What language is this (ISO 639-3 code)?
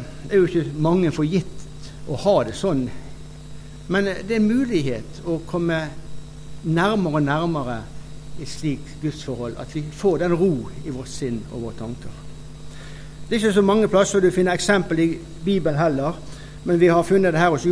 nor